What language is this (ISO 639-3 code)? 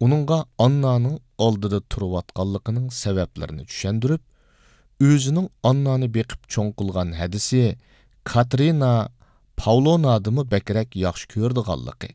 uig